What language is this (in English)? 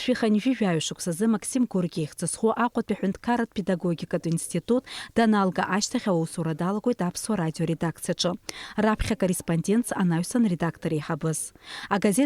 Abkhazian